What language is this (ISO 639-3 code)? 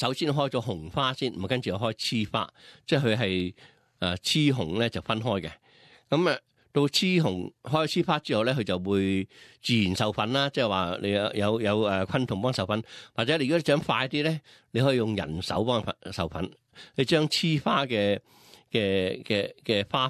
yue